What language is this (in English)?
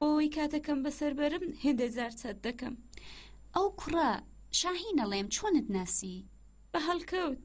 Central Kurdish